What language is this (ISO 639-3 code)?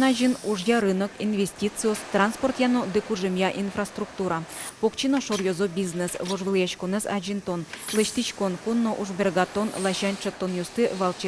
udm